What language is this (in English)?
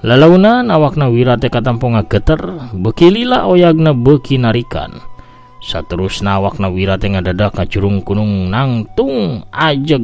Sundanese